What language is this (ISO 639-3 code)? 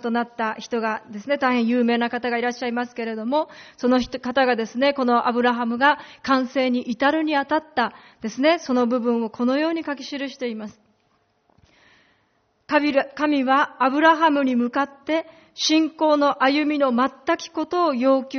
jpn